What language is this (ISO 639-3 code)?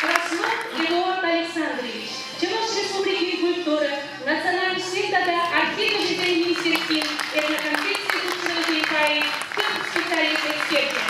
chv